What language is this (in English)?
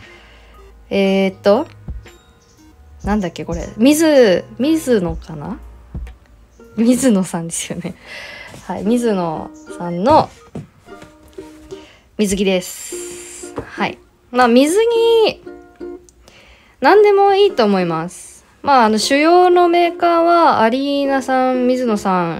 Japanese